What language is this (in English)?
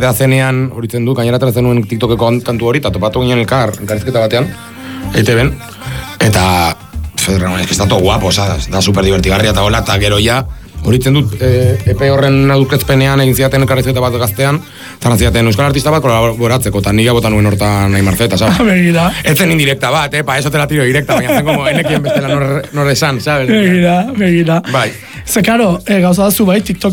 Basque